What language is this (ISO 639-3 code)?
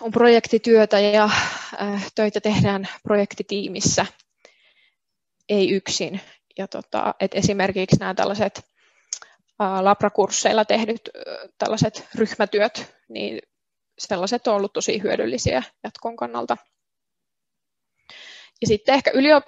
fin